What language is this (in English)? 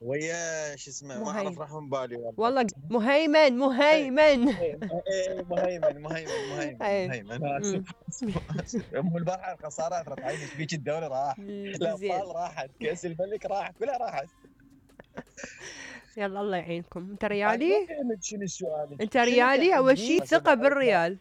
Mesopotamian Arabic